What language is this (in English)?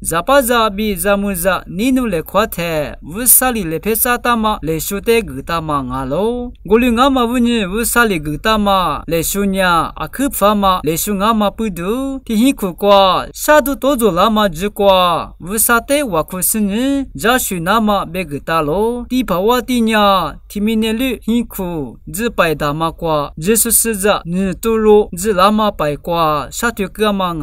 Lisu